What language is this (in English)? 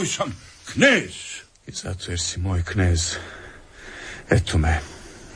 Croatian